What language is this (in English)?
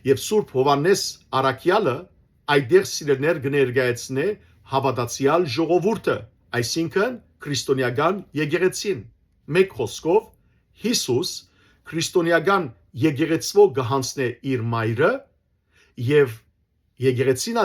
Western Armenian